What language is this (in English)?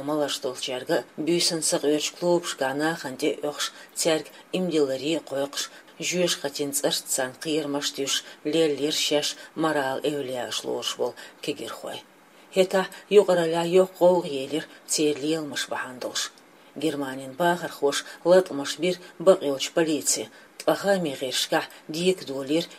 Chechen